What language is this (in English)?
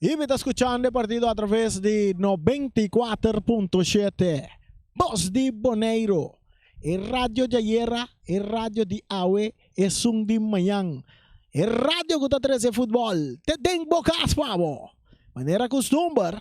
Papiamento